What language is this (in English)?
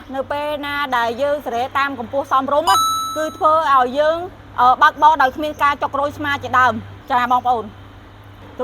Khmer